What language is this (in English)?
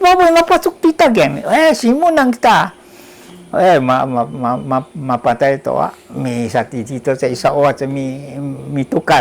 Sakizaya